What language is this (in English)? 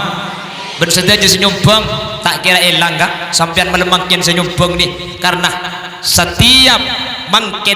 Madurese